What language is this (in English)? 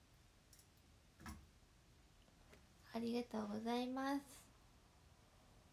Japanese